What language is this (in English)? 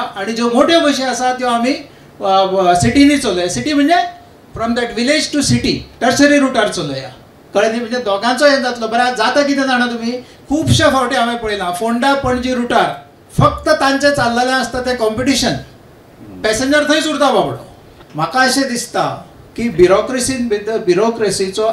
Konkani